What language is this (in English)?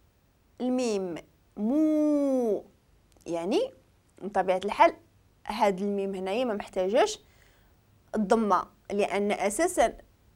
Moroccan Arabic